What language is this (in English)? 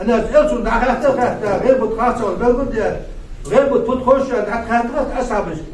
Ingush